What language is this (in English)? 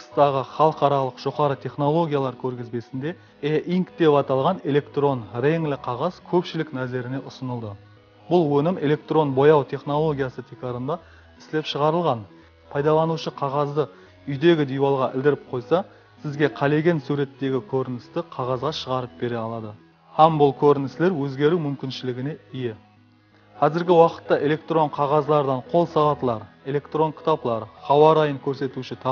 Kara-Kalpak